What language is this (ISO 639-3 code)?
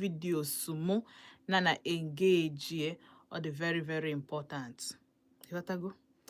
ibo